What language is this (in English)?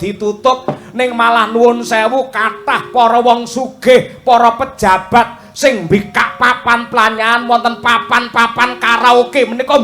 Javanese